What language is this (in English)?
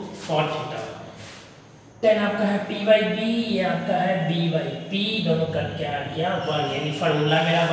Hindi